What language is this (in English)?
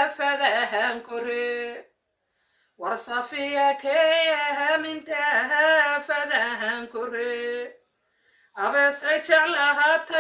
Somali